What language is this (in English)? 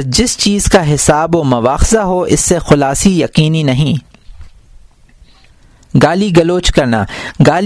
Urdu